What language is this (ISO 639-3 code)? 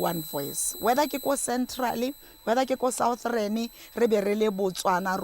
tsn